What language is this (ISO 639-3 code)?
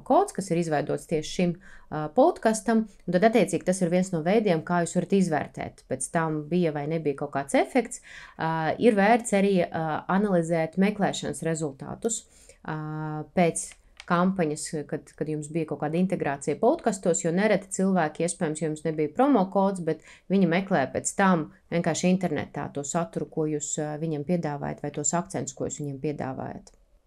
lav